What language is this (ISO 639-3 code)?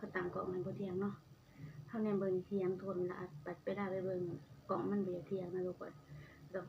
tts